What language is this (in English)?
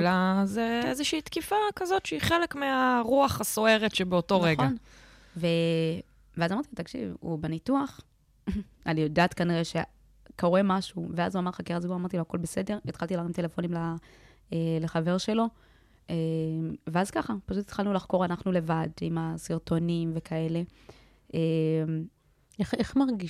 Hebrew